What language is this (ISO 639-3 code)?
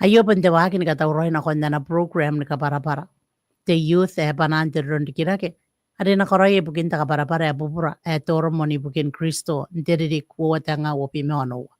gil